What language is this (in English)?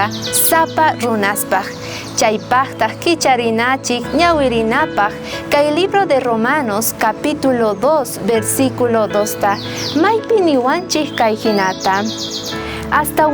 South Bolivian Quechua